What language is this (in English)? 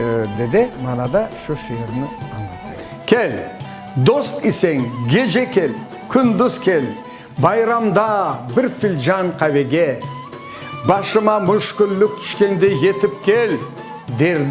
Crimean Tatar